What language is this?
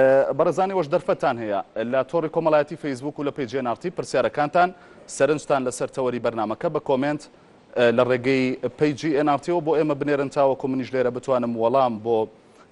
Central Kurdish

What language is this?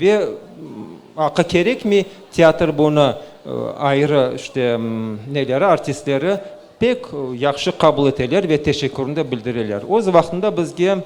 Crimean Tatar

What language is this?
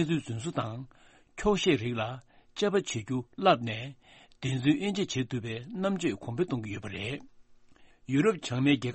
Tibetan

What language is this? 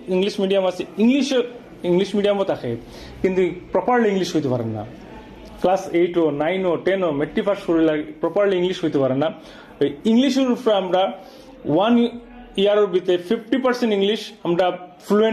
Sylheti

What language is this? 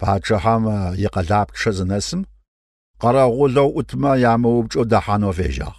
Kabardian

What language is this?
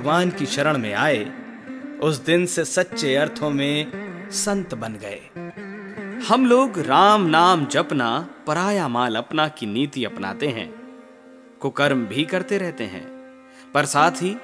Hindi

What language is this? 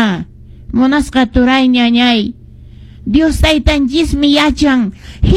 Quechua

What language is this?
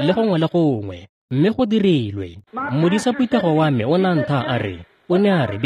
Tswana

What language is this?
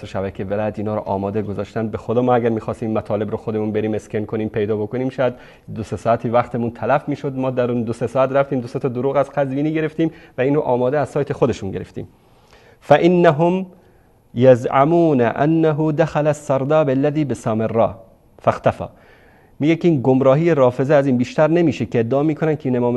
Persian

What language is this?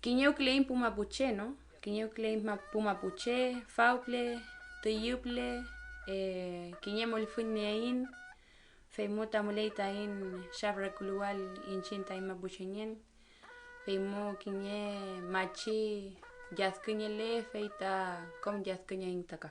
Mapuche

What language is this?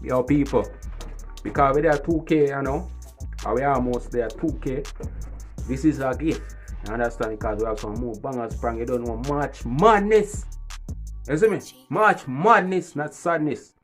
Jamaican Creole English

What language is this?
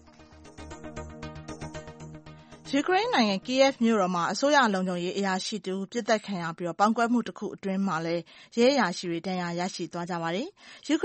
Burmese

